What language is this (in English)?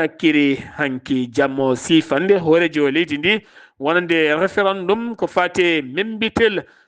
Fula